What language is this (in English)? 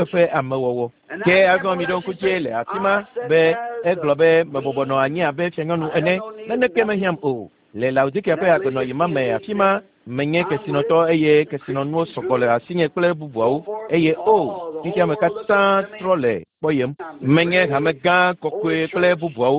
Ewe